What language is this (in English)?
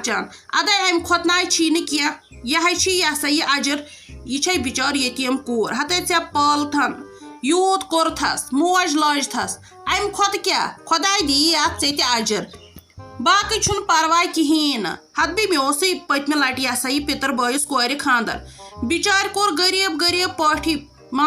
Kashmiri